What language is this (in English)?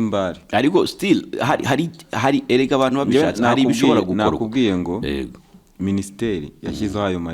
Kinyarwanda